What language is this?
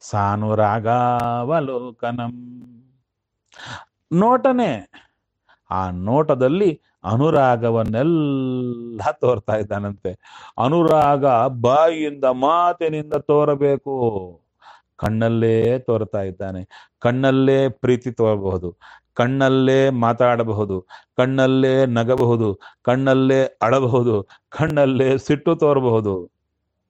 Kannada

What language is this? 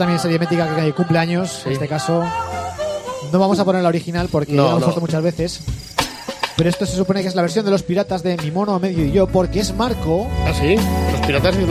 Spanish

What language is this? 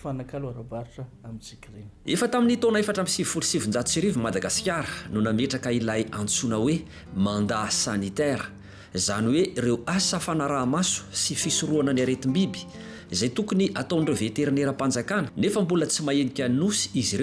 Malagasy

